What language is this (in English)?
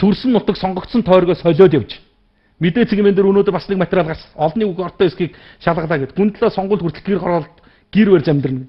Mongolian